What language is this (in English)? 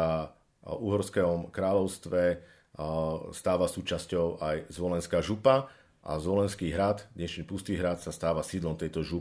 Slovak